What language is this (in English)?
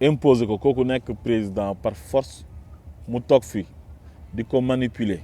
Wolof